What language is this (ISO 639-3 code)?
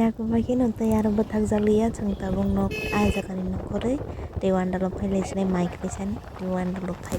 trp